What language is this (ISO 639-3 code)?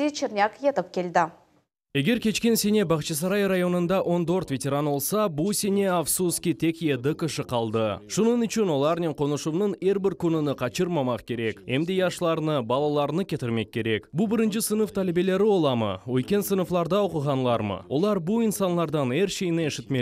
crh